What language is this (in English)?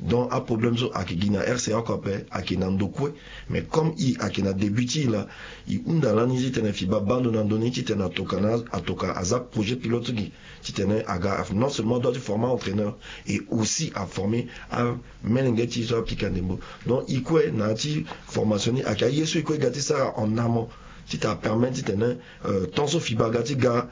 Sango